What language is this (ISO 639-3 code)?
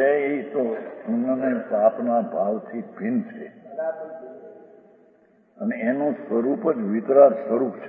guj